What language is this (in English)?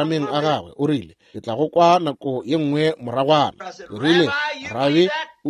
Northern Sotho